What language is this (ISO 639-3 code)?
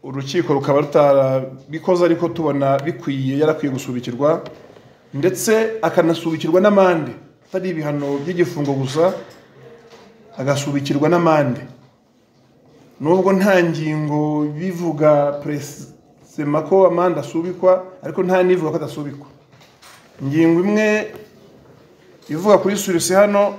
kin